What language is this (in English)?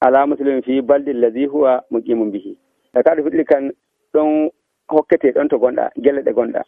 Nigerian Fulfulde